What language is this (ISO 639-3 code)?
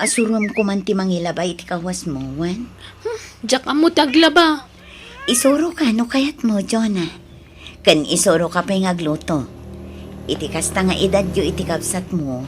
ilo